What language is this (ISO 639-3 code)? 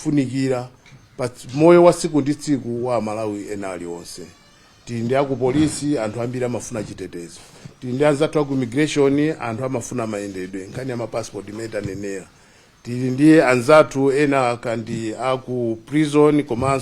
nya